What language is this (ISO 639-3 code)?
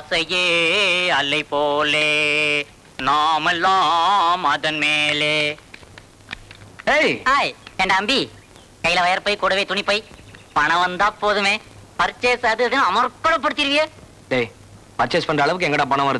tam